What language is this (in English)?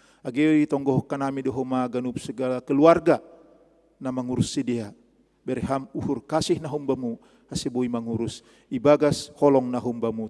Batak Simalungun